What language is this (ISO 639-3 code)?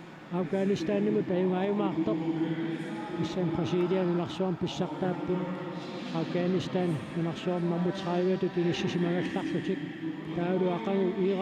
kal